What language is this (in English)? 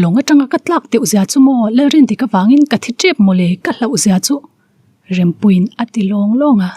Mizo